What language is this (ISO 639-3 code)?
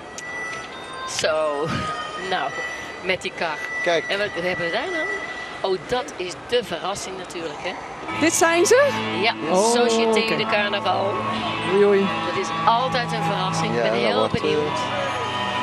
nld